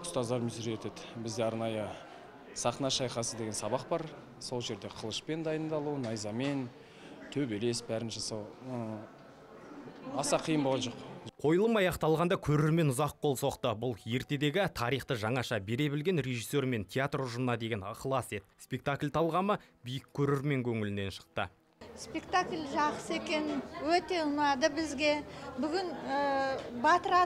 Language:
Kazakh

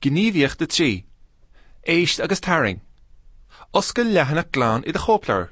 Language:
Irish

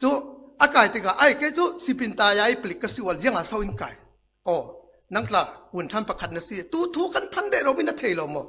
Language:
Falam Chin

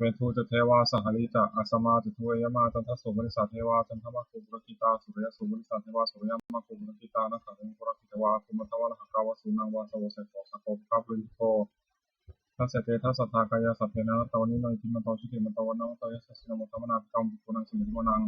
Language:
Pali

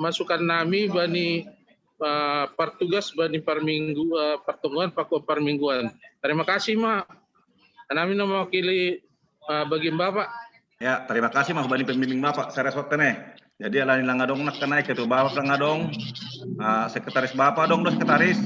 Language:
Batak Simalungun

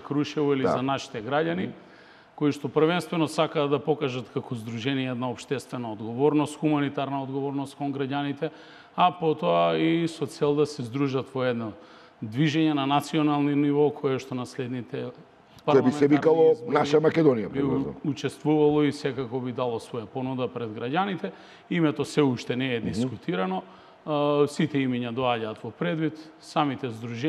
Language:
Macedonian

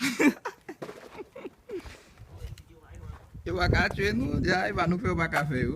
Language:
Haitian Creole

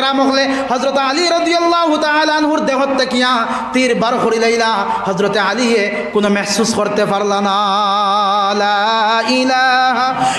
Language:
Sylheti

